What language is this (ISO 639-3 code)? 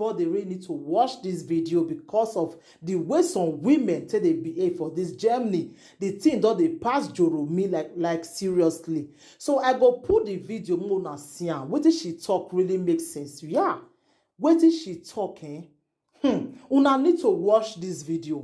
pcm